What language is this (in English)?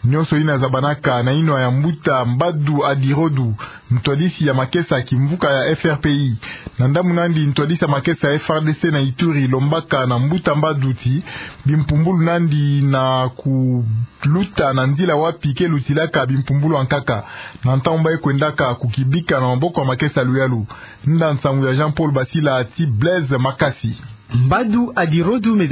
Kituba (Democratic Republic of Congo)